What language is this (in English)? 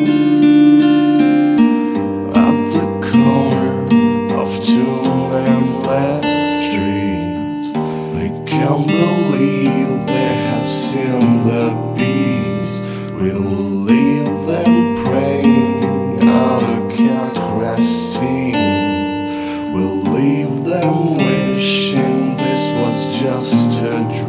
English